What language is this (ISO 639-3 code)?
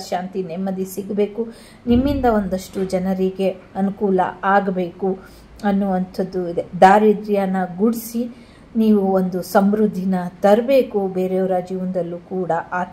kan